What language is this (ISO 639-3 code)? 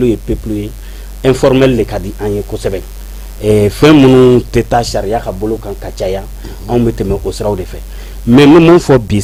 bam